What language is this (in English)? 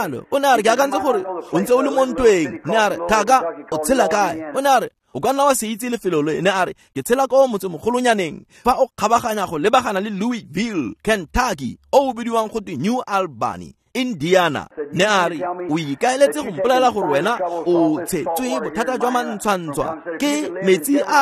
Tswana